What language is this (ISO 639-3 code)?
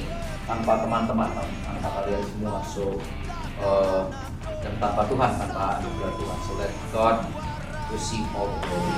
ind